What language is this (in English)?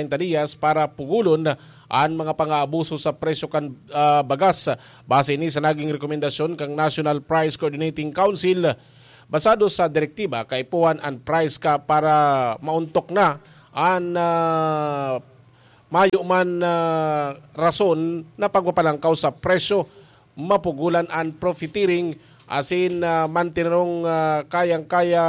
Bikol